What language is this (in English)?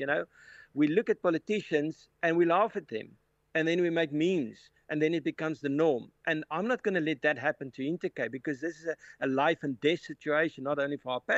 English